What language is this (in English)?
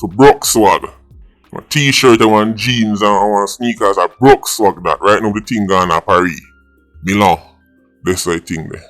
Jamaican Creole English